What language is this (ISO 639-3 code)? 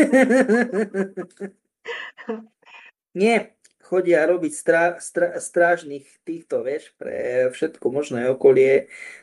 slk